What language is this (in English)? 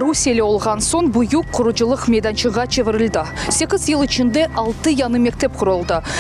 Crimean Tatar